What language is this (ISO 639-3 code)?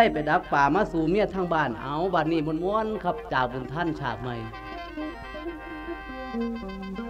tts